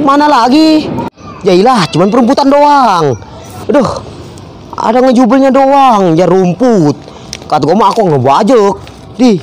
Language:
Betawi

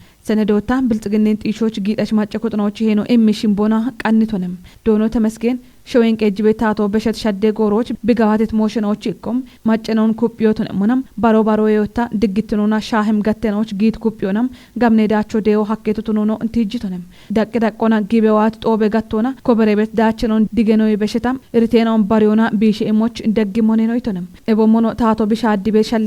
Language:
Kafa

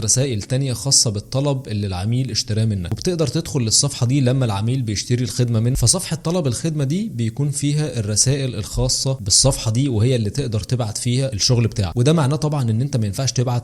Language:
Egyptian Arabic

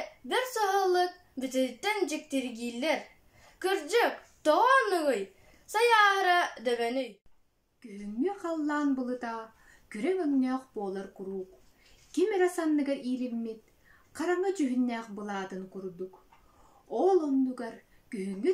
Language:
Yakut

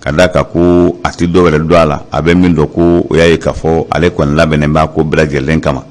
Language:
Bambara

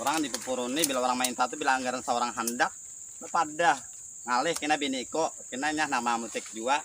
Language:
Banjar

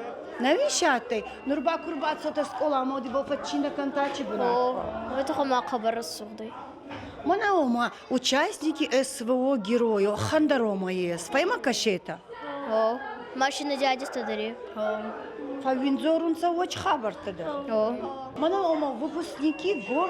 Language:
Ossetic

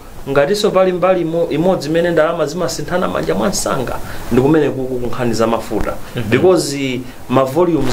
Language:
Nyanja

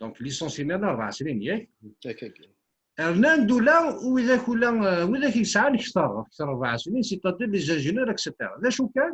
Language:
Kabyle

